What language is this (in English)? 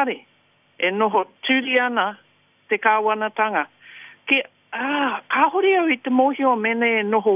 Māori